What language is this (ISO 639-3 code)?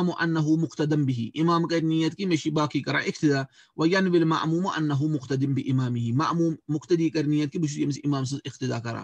kas